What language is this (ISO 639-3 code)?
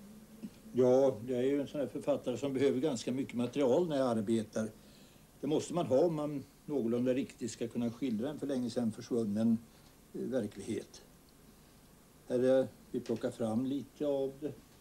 swe